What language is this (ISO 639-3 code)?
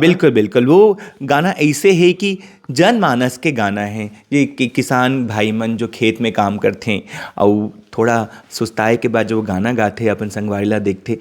hne